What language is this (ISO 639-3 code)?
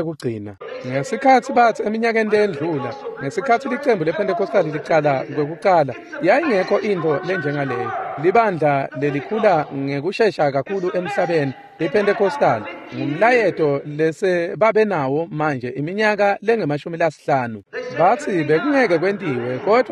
ssw